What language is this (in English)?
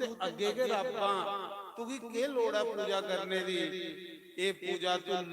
Dogri